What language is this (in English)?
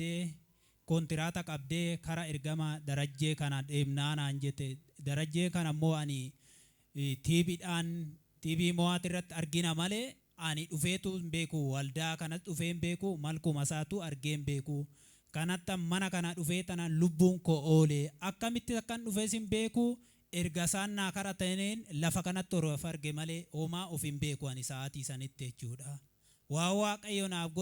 Oromo